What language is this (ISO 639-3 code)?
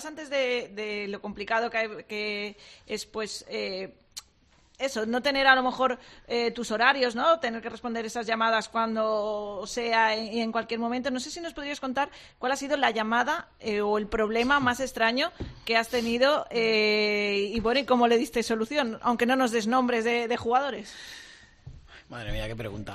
spa